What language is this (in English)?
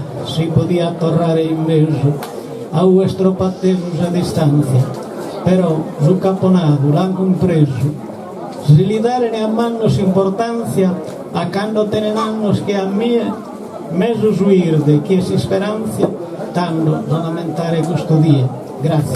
Sardinian